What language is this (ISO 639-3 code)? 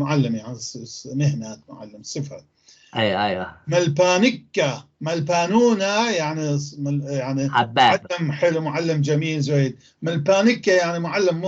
apc